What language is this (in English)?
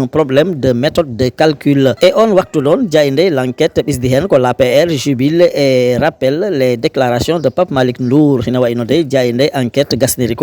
Fula